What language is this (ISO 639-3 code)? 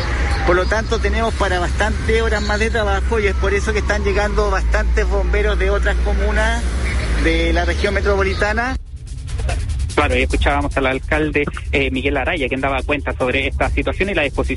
spa